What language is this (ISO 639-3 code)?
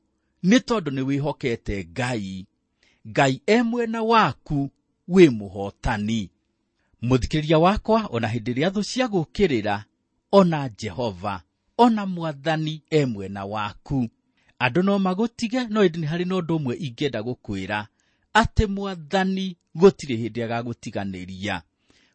kik